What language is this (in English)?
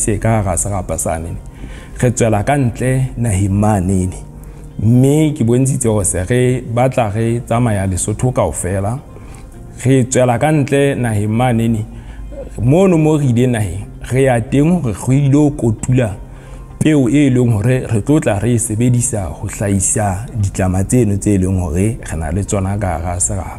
Southern Sotho